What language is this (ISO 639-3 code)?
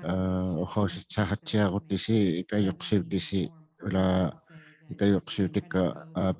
iku